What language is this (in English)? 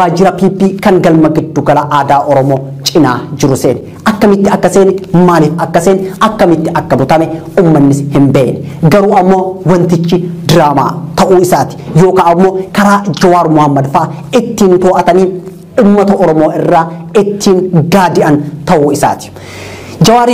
Oromo